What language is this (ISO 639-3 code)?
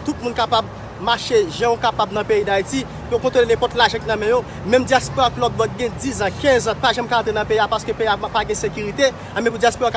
hat